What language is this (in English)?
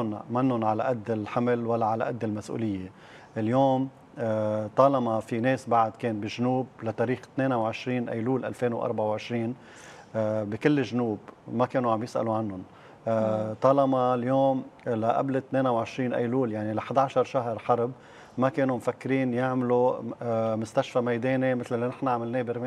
North Levantine Arabic